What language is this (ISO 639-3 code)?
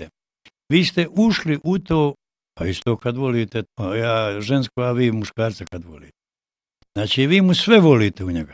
bos